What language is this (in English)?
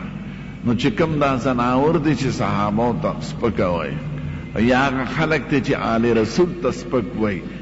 Pashto